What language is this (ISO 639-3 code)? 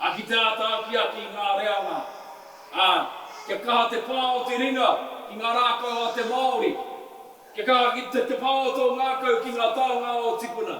mri